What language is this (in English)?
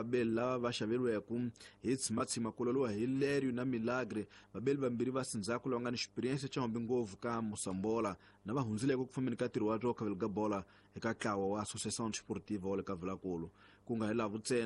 Tsonga